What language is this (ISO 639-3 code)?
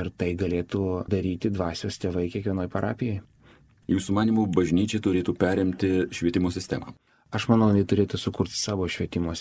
lit